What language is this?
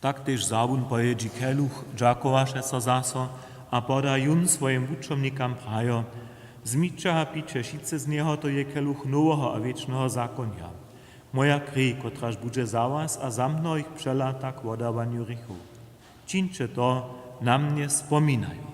Upper Sorbian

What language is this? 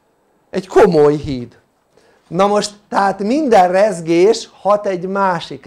Hungarian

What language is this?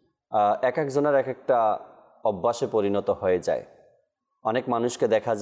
Bangla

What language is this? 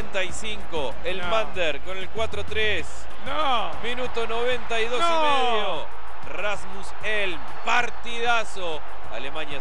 Spanish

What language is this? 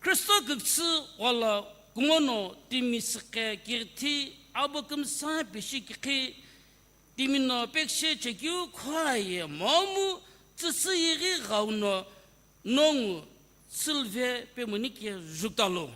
Sumi Naga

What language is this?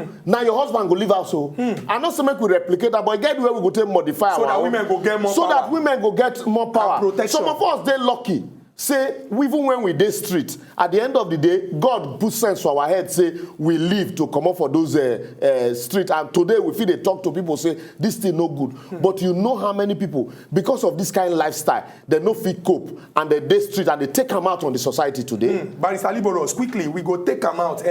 Nigerian Pidgin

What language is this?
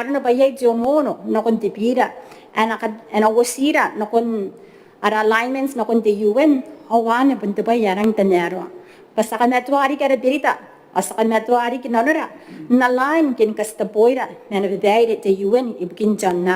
Gilbertese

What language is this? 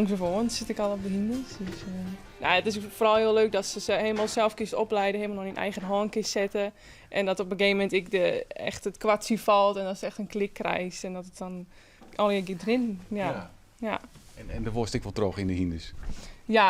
Western Frisian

